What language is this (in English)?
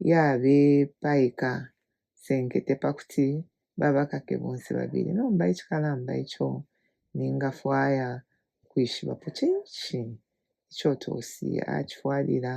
Bemba